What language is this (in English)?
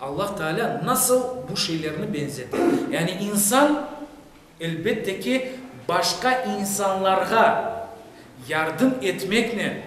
Crimean Tatar